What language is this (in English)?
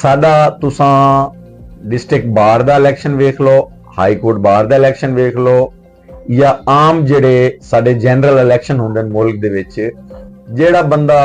Western Panjabi